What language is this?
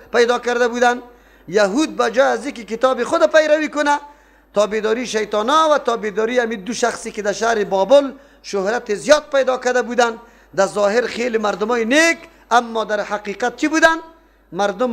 Persian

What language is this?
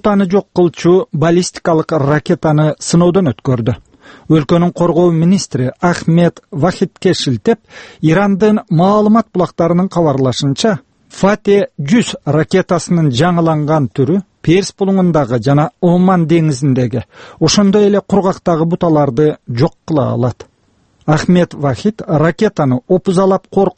Kyrgyz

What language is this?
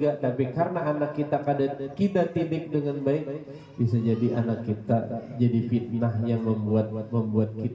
Banjar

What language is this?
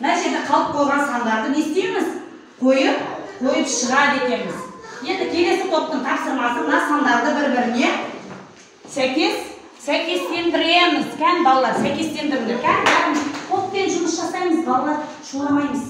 Kazakh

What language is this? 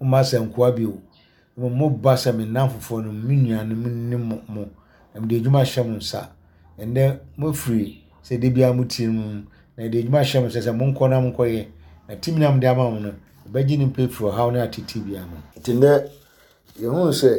Akan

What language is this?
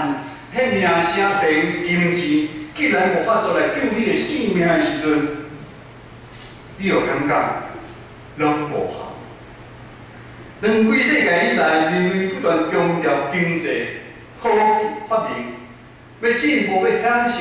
Min Nan Chinese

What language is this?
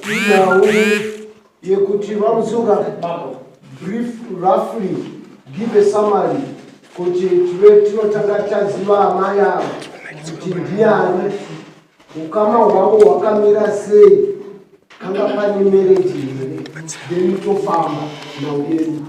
Shona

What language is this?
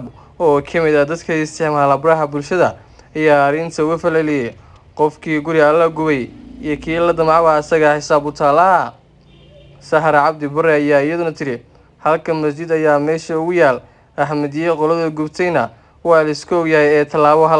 Somali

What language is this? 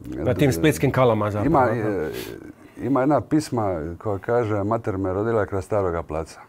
Croatian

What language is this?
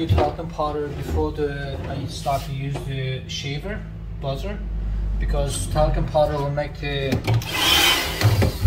English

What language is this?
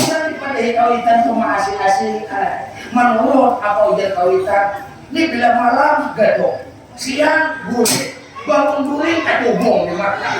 Banjar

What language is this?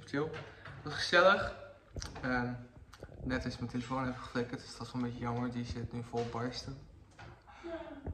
Dutch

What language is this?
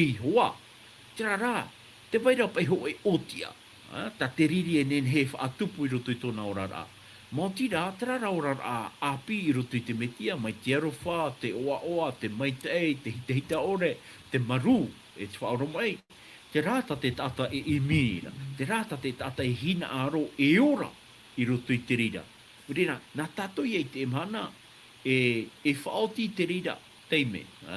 Tahitian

